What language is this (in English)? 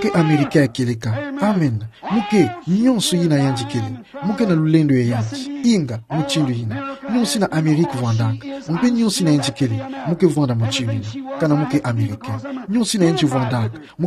Kituba (Democratic Republic of Congo)